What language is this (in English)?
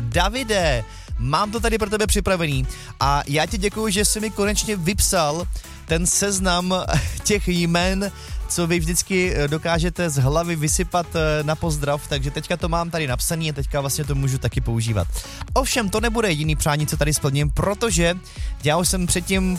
Czech